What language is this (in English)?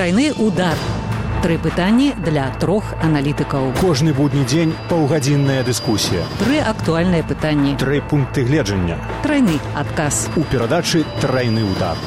Belarusian